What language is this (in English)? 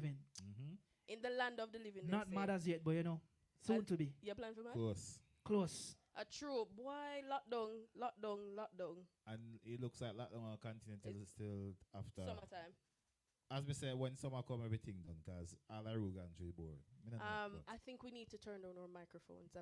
Jamaican Creole English